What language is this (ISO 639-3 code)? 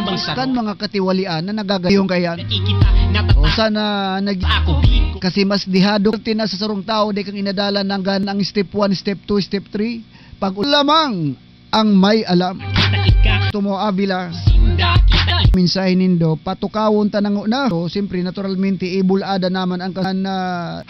bik